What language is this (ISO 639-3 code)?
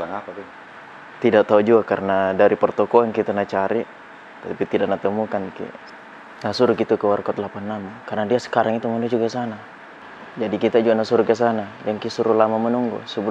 mfp